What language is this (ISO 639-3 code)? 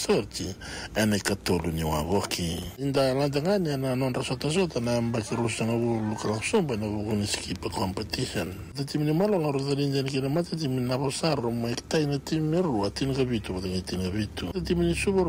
fij